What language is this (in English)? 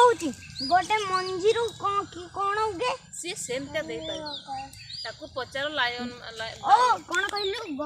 Santali